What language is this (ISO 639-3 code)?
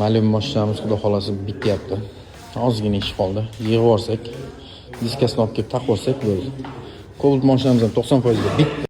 uzb